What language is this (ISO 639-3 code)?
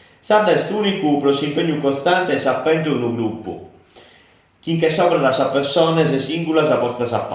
srd